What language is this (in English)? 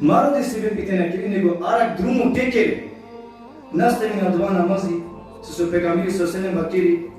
Balkan Romani